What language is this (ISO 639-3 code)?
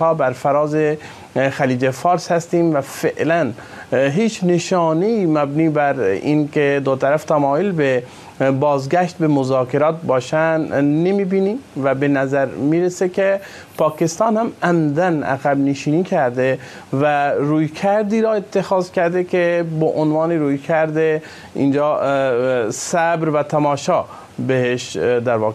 fas